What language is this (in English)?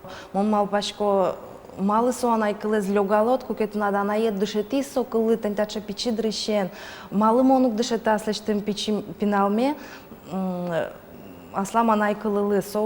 Udmurt